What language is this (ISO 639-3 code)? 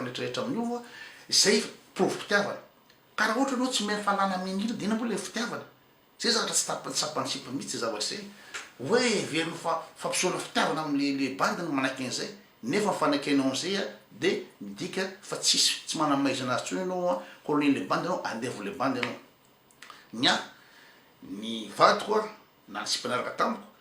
mlg